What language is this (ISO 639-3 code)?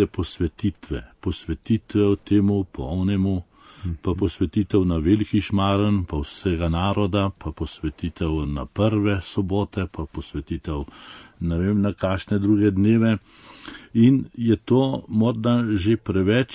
slv